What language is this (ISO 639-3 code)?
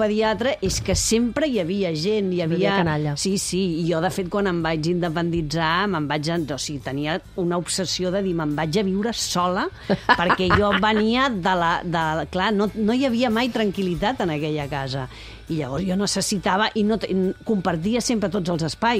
cat